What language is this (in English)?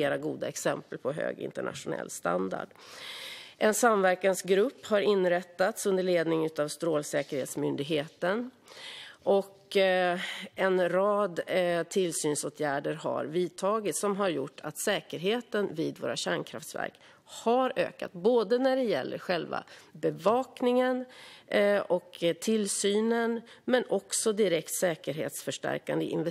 Swedish